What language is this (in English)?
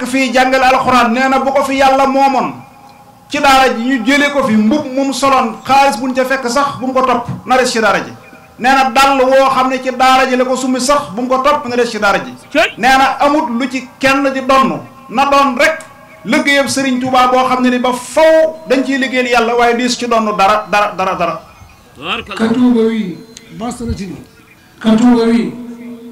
Wolof